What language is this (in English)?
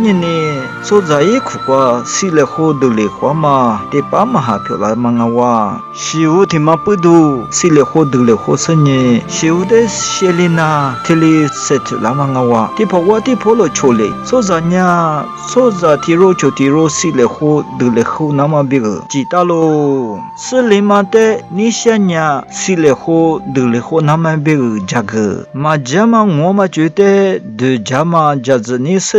Lisu